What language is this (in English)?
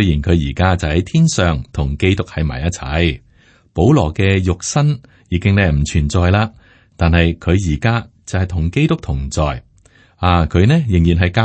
Cantonese